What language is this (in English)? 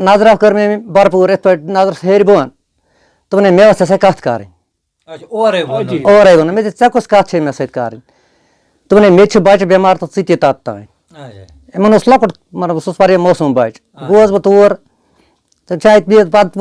Kashmiri